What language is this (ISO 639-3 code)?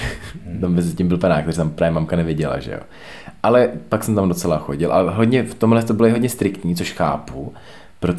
ces